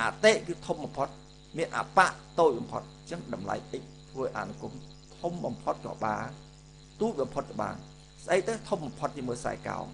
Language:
Khmer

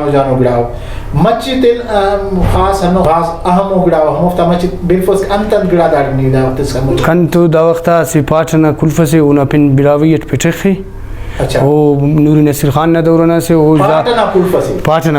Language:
Brahui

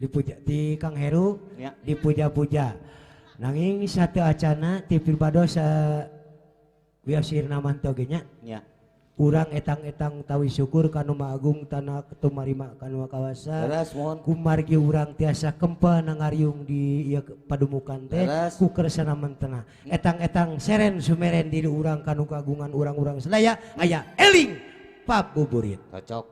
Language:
Sundanese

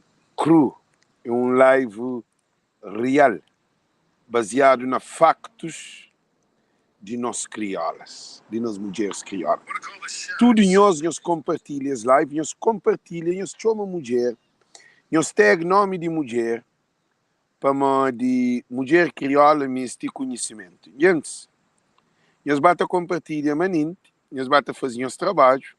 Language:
Kabuverdianu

